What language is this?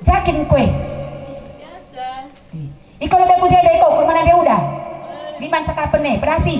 Batak Karo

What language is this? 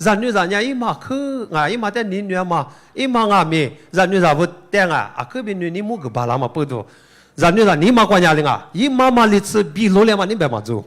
Lisu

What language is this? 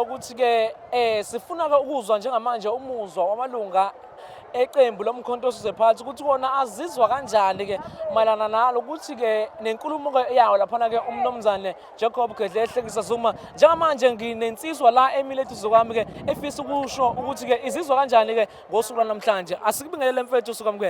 Zulu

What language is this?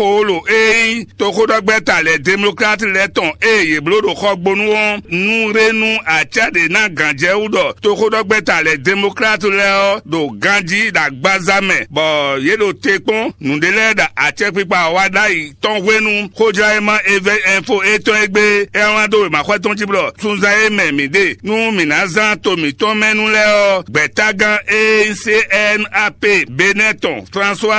Fon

